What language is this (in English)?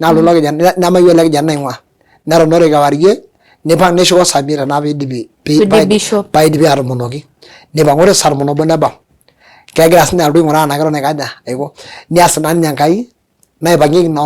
Masai